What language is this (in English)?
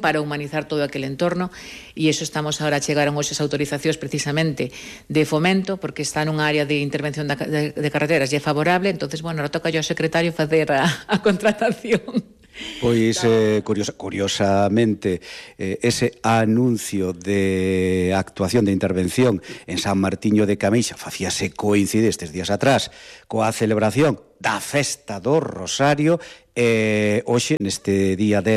Galician